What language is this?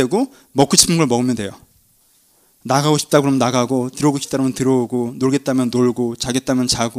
Korean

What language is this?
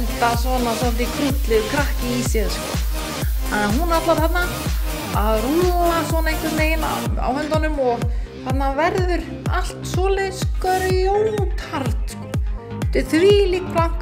Icelandic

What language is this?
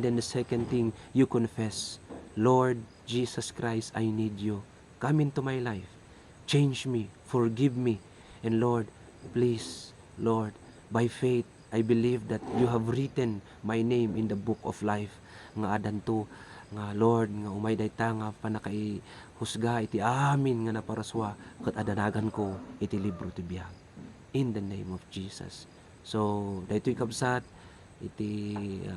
Iloko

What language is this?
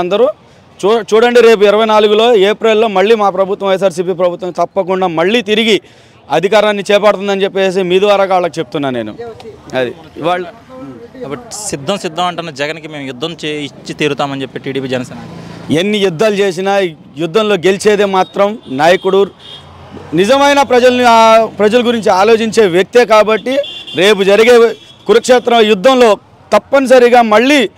Telugu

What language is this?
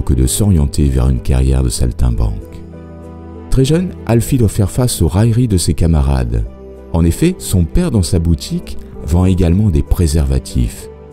French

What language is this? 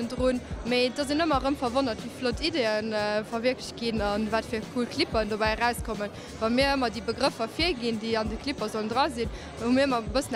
Luxembourgish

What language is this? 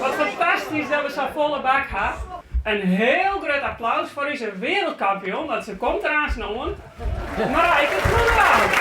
Western Frisian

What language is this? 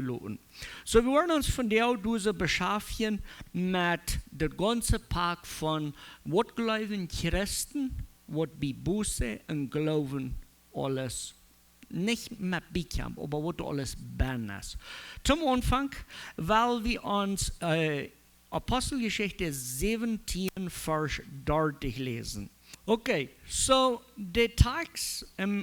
Plautdietsch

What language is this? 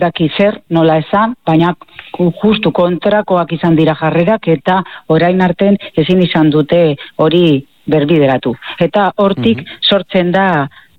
Basque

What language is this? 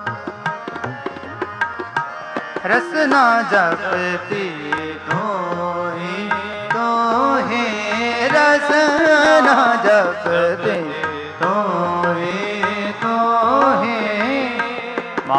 Punjabi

